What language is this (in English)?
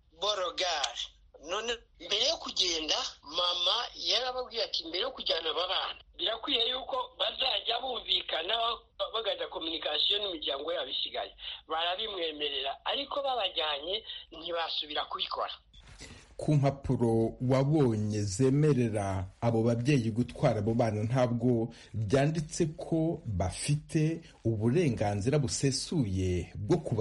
Kinyarwanda